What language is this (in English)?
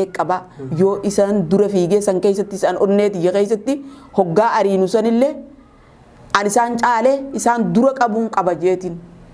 Oromo